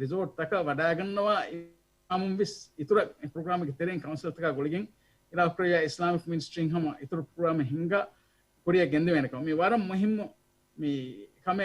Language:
Divehi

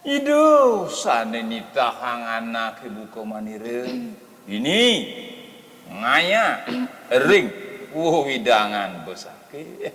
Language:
Balinese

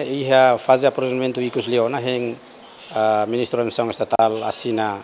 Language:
Tetum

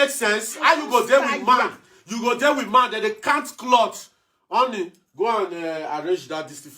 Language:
Nigerian Pidgin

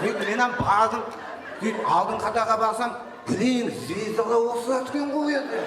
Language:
Kara-Kalpak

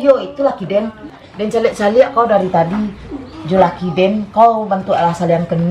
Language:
Minangkabau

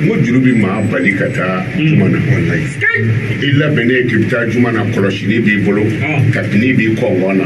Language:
Bambara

